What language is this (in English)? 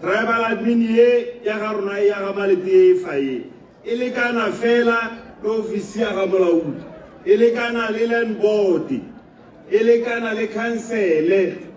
Tswana